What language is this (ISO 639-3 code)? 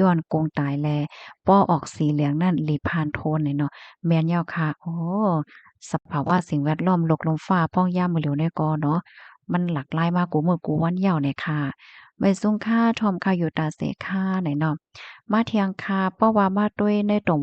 shn